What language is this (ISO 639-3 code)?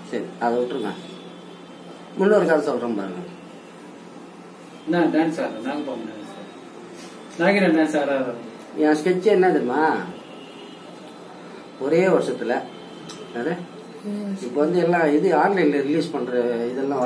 tam